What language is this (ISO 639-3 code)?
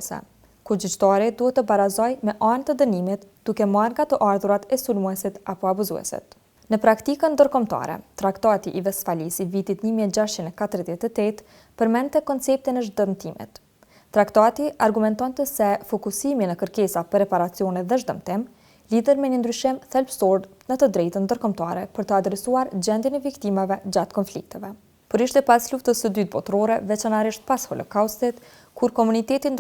sqi